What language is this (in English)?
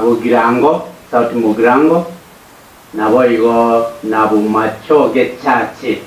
Gusii